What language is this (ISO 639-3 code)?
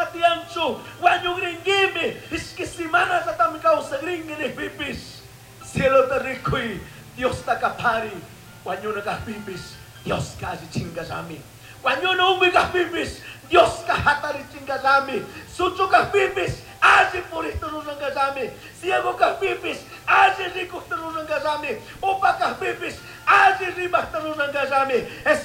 qug